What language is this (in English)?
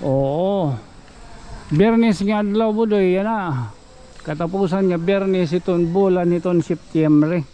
Waray